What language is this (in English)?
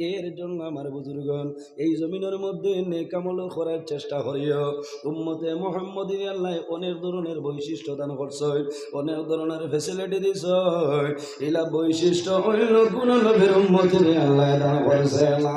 Sylheti